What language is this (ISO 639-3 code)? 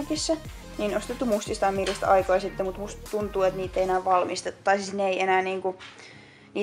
fin